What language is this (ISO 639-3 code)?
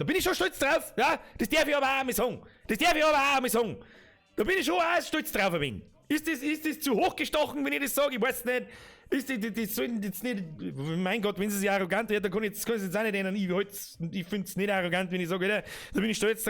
bar